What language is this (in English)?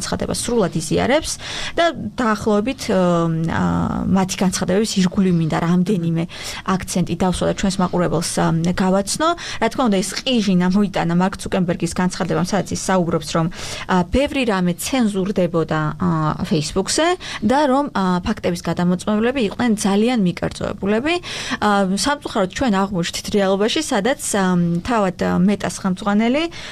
Georgian